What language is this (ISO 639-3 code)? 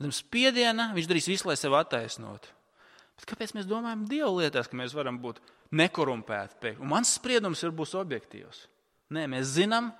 lav